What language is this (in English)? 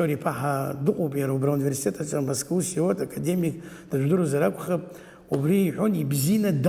Abkhazian